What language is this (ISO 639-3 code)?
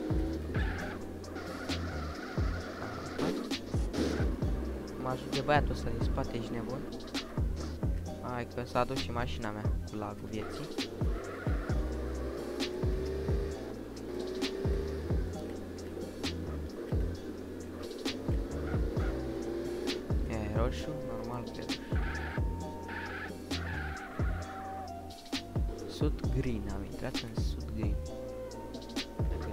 ron